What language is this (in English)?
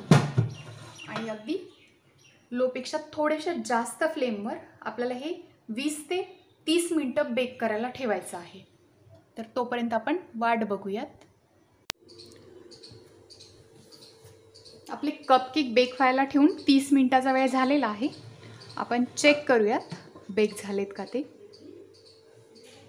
Marathi